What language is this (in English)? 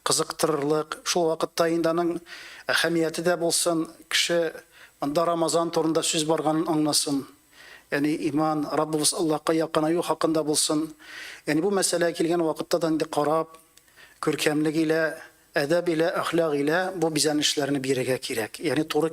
Tatar